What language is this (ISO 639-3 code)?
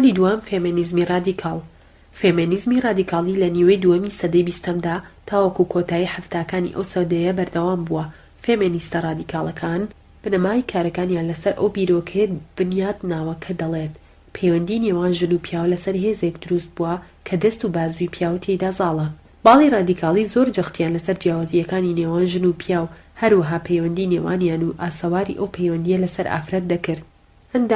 ckb